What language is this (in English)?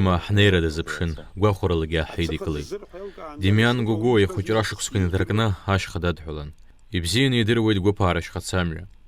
Abkhazian